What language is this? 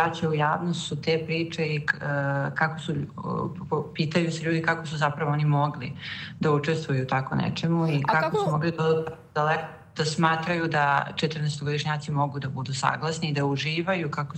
Serbian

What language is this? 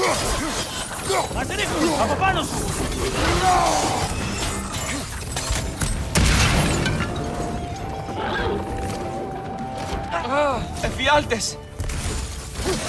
Greek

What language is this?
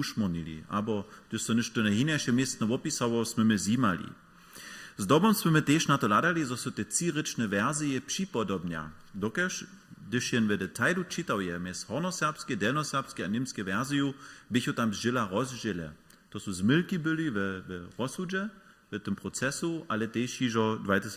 Upper Sorbian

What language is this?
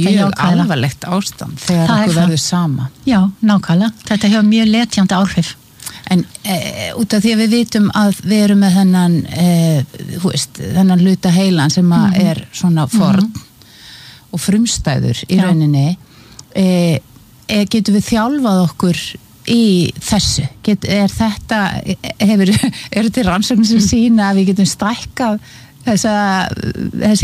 Icelandic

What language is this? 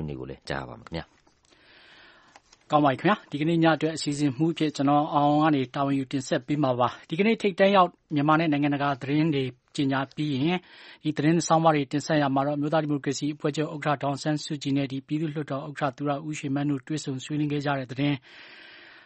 Burmese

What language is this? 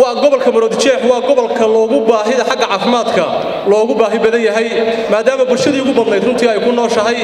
Somali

